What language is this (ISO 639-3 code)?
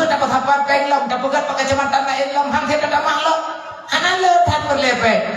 ace